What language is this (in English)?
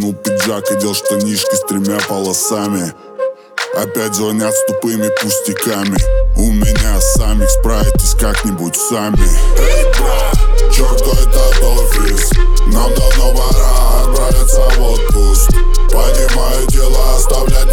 Russian